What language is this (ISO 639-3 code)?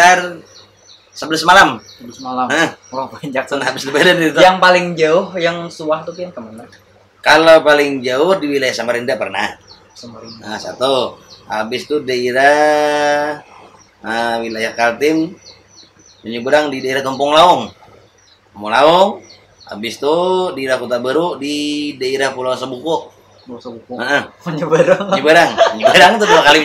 bjn